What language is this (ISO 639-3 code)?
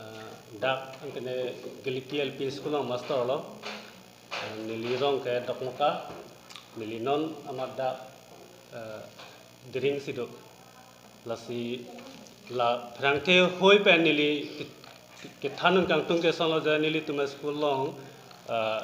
mjw